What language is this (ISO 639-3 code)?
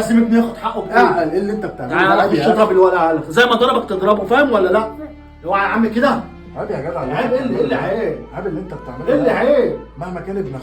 arz